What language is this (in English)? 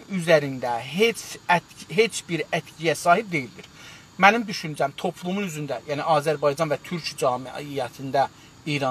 South Azerbaijani